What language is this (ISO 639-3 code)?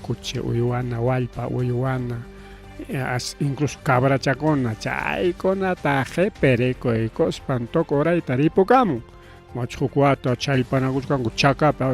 quy